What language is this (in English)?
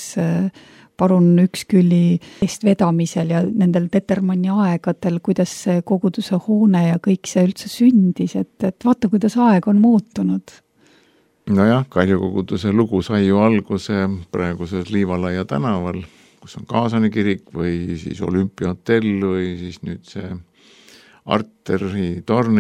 Estonian